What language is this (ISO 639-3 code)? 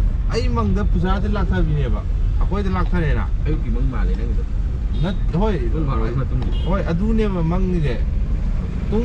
mni